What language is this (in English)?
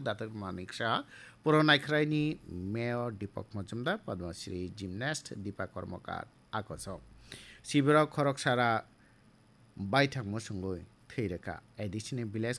Kok Borok